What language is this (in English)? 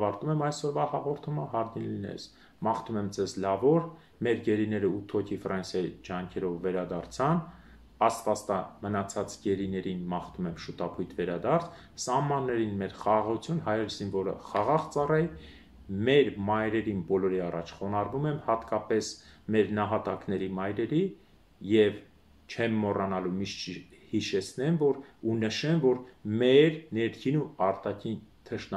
Armenian